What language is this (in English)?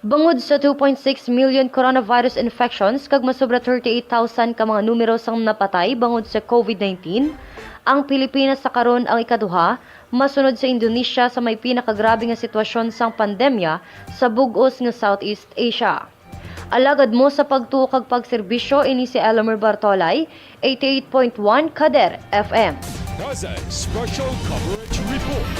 Hiligaynon